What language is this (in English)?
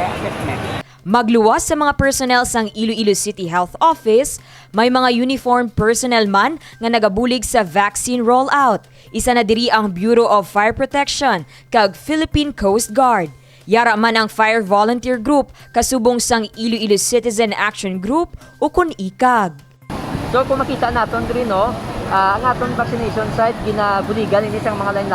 Hiligaynon